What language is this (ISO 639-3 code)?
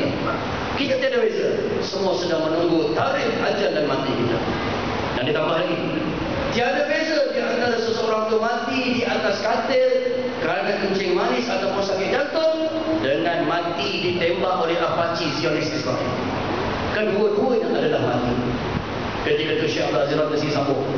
msa